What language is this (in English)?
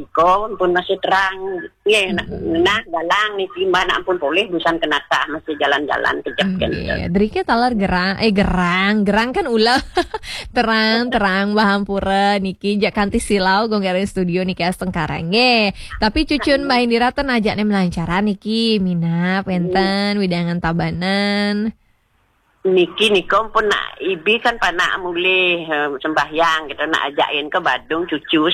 Balinese